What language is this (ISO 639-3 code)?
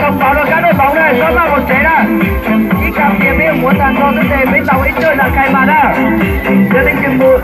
hmn